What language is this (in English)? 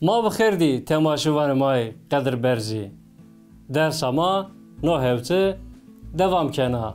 Zaza